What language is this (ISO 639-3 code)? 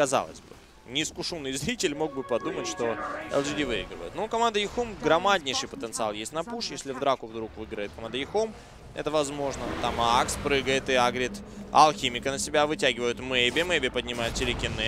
rus